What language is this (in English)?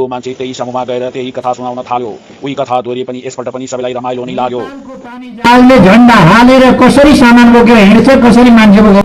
Nepali